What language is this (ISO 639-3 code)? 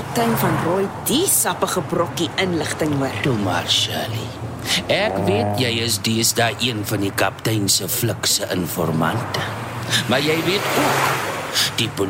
afr